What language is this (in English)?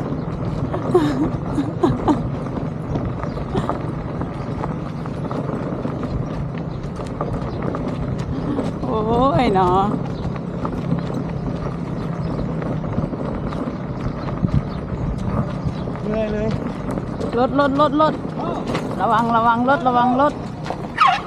Thai